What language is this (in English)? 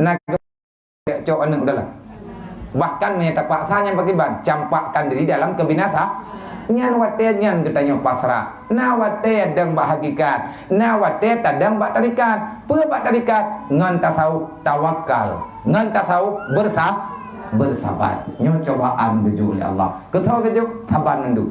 Achinese